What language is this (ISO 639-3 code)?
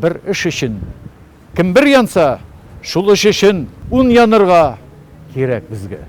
tat